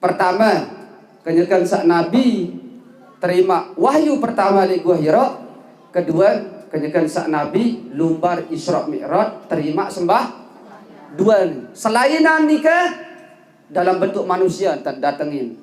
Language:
Sasak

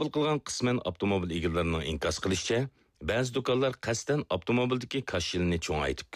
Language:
Uyghur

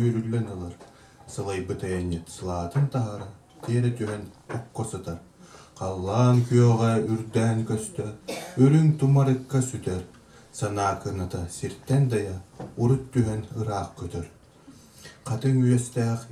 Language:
Yakut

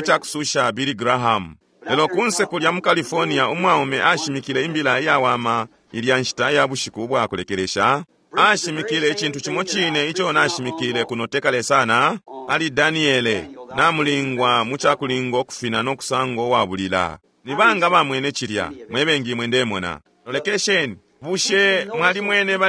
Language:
Bemba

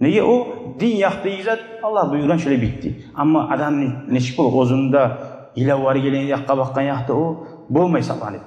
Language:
Kumyk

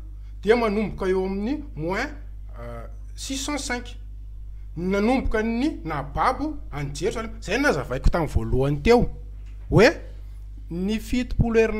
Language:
Malagasy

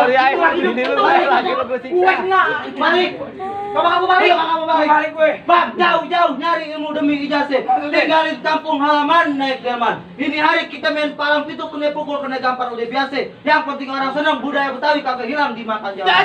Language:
Betawi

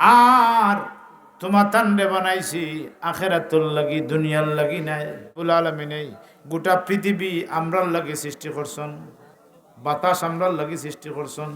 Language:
Sylheti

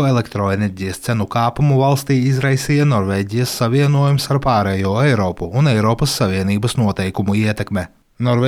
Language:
Latvian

